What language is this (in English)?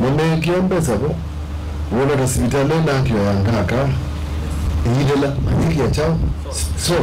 Kamba